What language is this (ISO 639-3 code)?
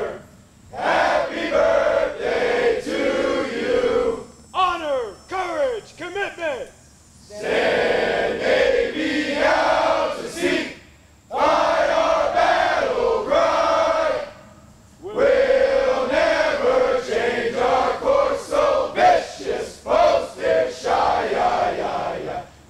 eng